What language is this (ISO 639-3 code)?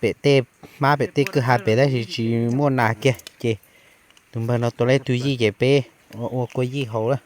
hmn